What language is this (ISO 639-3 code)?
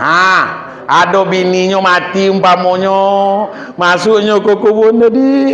min